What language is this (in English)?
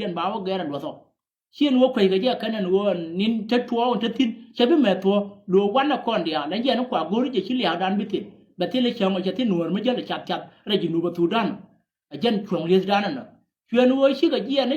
Nuer